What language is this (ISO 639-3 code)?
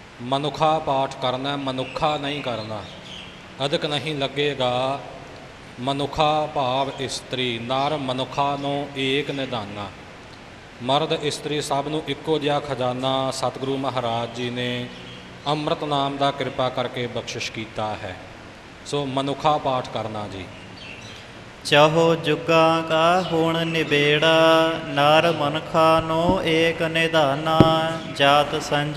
pan